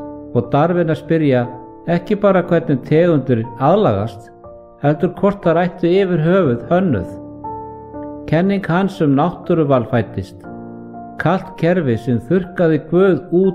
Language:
Icelandic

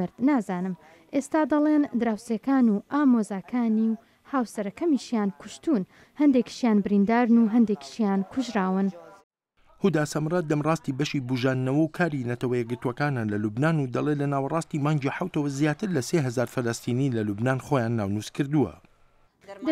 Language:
Central Kurdish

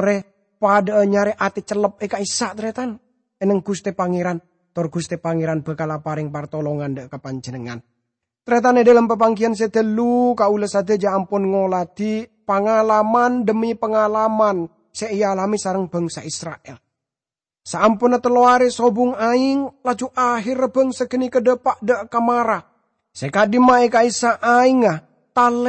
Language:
Madurese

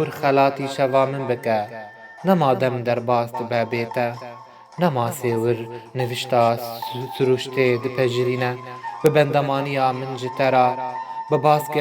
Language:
Kurdish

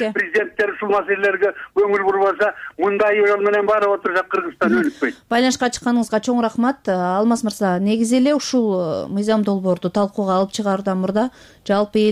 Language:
Kyrgyz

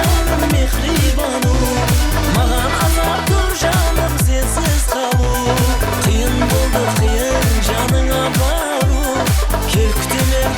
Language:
Kara-Kalpak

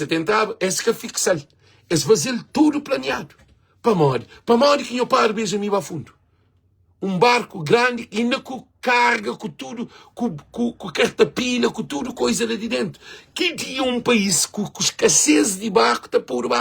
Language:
Kabuverdianu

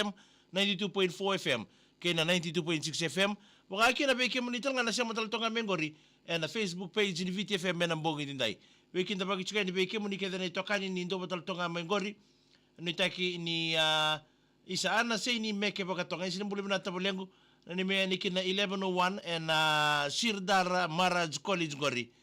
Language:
Fijian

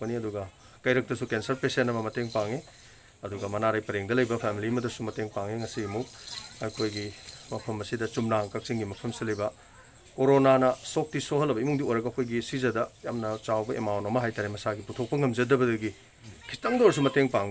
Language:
Manipuri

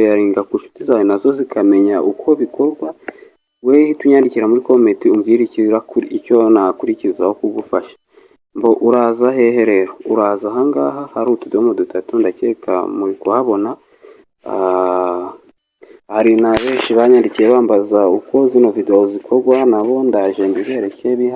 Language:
Kinyarwanda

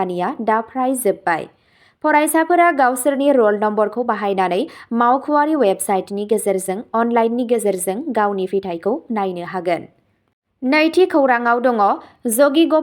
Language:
Bodo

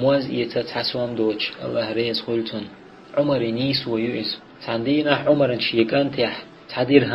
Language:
Chechen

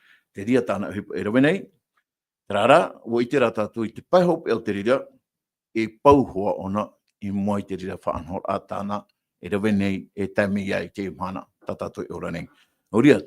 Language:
Tahitian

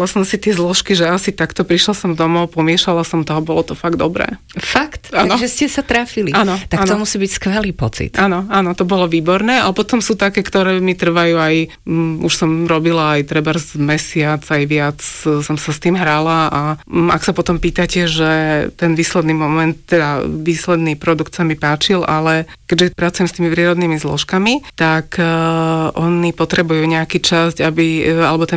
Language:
Slovak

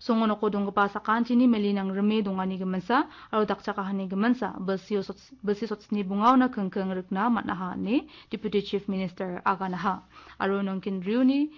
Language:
Garo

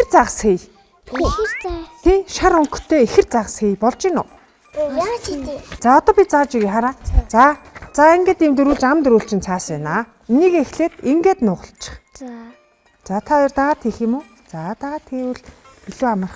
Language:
Mongolian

